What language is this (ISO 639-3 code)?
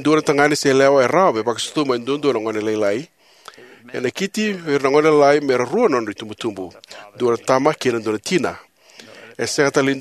fij